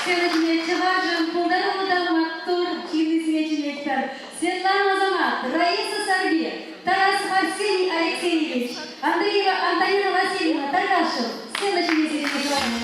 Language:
Chuvash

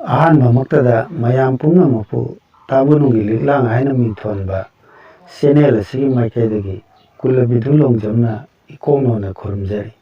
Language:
Manipuri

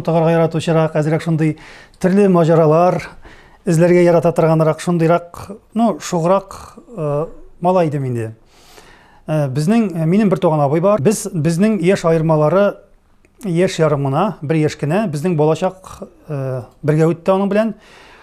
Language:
Tatar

